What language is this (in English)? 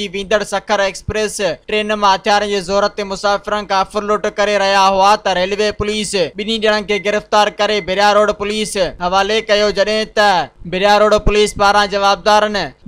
Sindhi